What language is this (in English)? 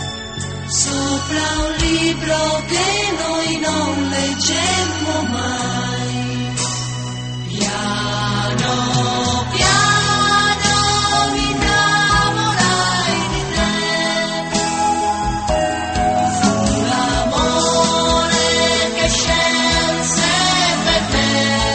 Italian